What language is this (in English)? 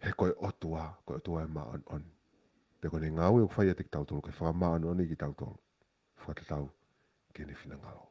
Tongan